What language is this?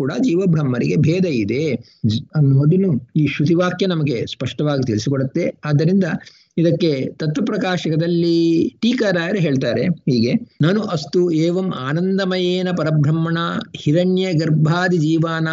Kannada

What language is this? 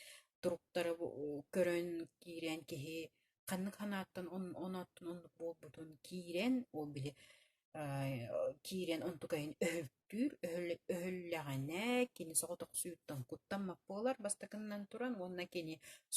Yakut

